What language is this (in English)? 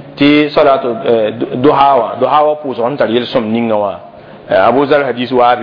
Mossi